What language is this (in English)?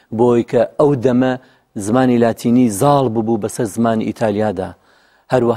Central Kurdish